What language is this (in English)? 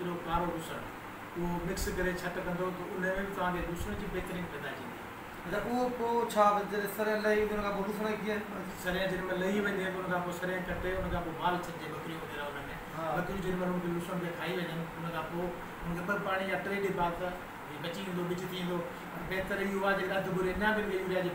Sindhi